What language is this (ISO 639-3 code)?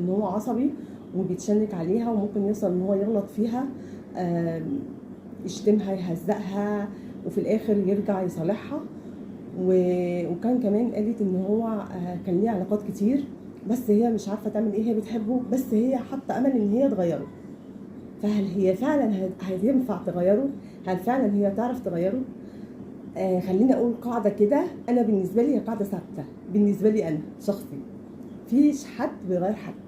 arz